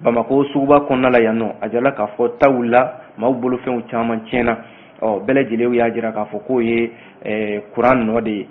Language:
Bambara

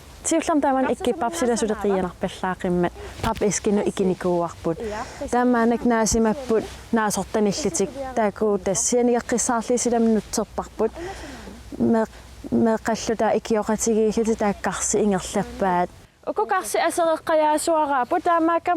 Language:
Kalaallisut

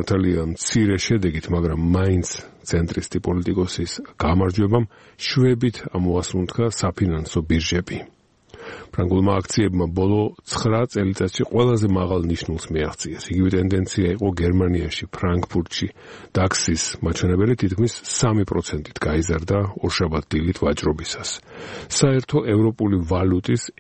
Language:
Georgian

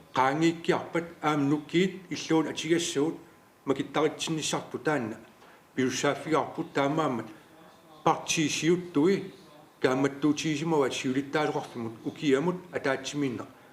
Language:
Kalaallisut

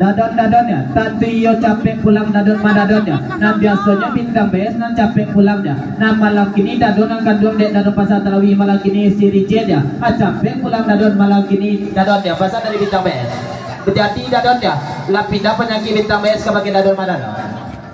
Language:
Minangkabau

